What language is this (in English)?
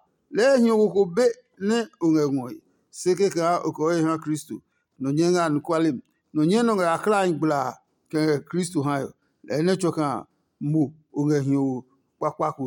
Adangme